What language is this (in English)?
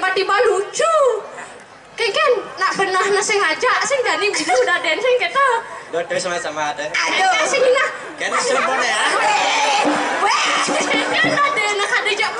Balinese